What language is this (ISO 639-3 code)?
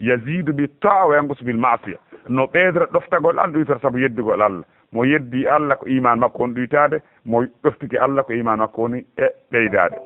ful